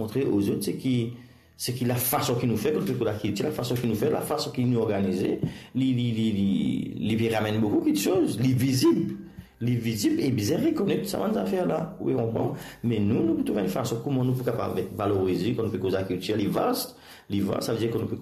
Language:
Morisyen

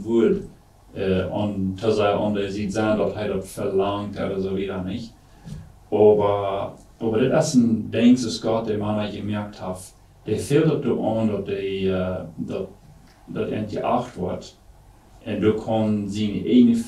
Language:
Plautdietsch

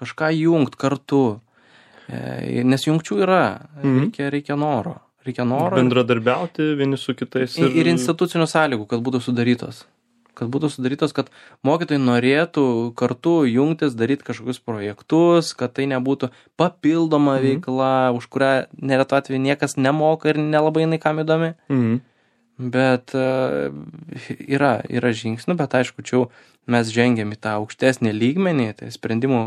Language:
Lithuanian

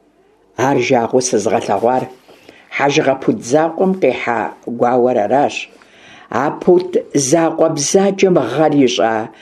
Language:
Kabardian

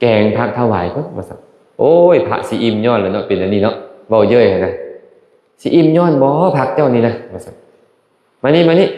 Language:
Lao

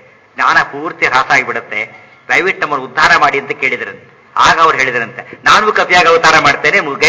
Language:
Kannada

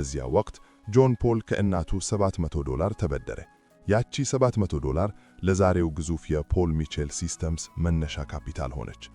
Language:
Amharic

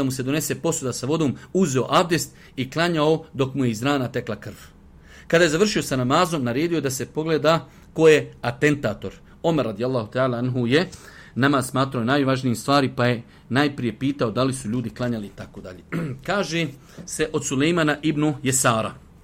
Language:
Bosnian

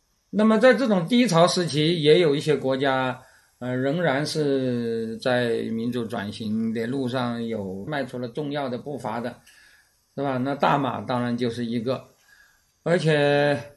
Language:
Chinese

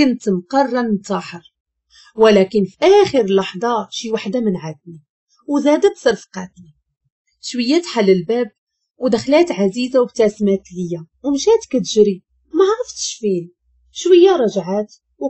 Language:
Moroccan Arabic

